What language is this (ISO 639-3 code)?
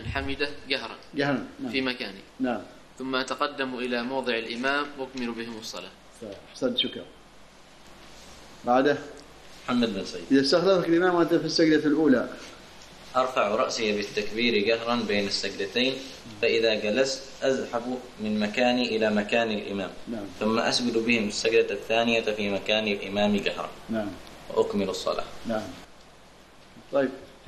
ara